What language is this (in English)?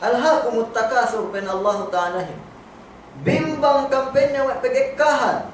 Yakan